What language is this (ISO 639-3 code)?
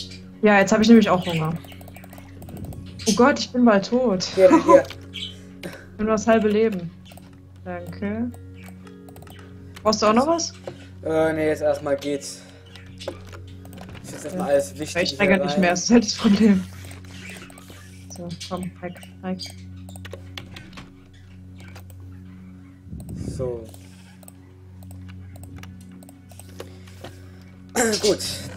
deu